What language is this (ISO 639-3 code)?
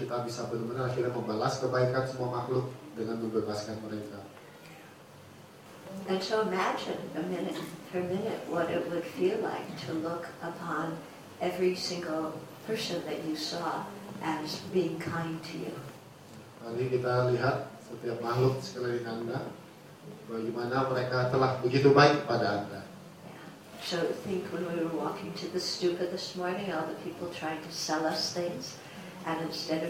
ind